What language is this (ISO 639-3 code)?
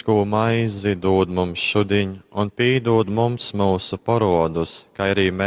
ltg